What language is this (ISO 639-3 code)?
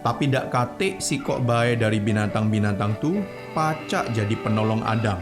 mui